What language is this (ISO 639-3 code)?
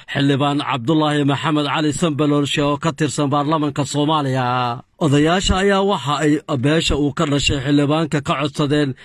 som